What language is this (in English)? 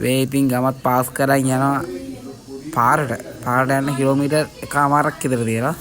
Sinhala